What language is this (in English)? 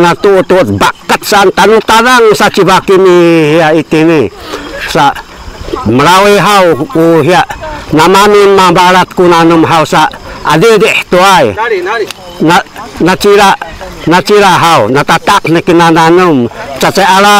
Sakizaya